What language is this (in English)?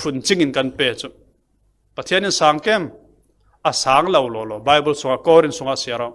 Falam Chin